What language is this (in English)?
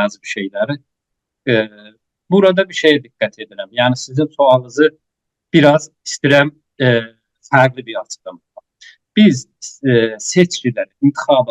South Azerbaijani